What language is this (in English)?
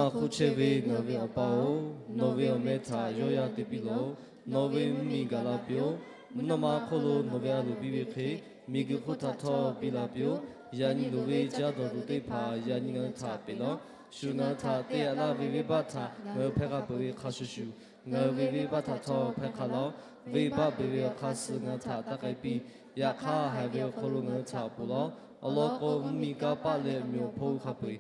Lahu